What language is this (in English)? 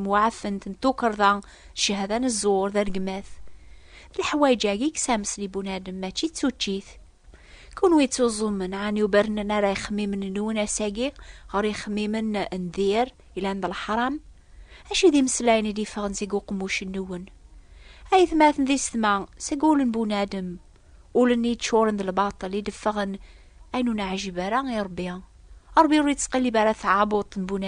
Kabyle